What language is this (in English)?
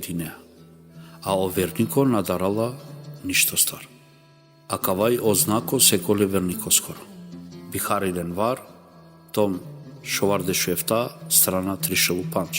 Balkan Romani